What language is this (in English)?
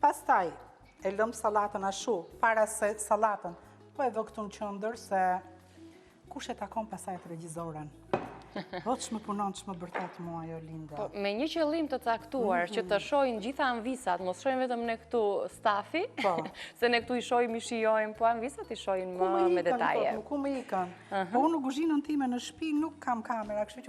Albanian